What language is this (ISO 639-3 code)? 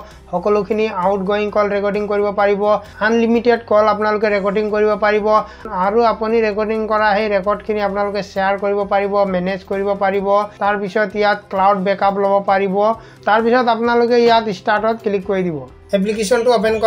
asm